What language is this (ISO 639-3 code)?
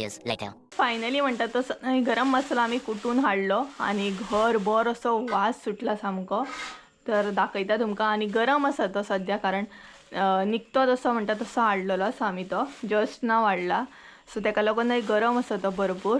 kok